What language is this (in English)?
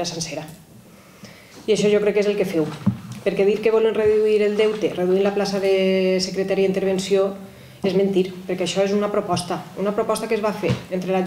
Catalan